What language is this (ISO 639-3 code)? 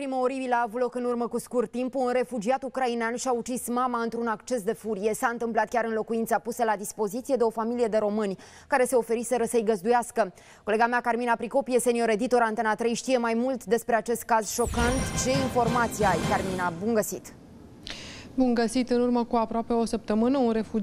ron